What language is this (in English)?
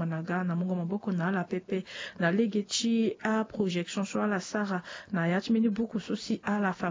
Sango